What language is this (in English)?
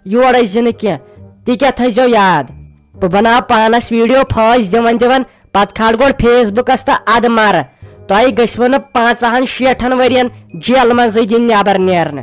Kashmiri